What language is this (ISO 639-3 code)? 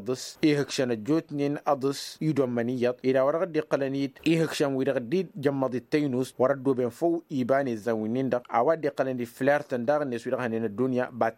taq